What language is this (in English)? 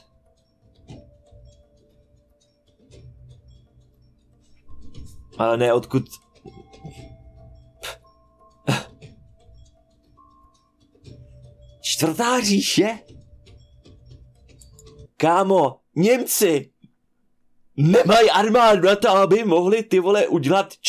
Czech